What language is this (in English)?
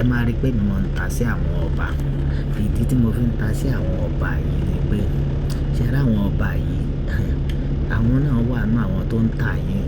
Yoruba